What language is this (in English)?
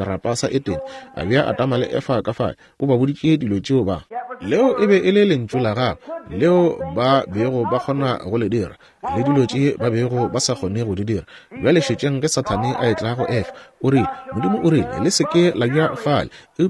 Northern Sotho